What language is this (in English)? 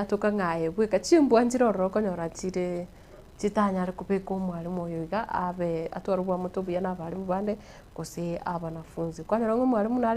Gusii